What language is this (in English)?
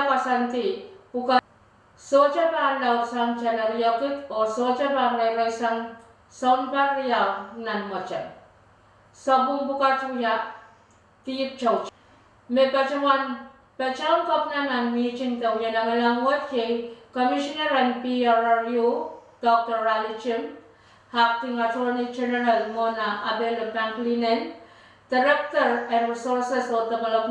Pohnpeian